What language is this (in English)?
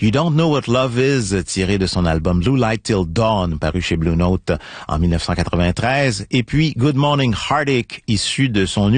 French